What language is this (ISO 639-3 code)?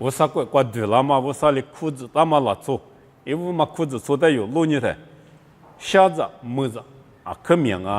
lis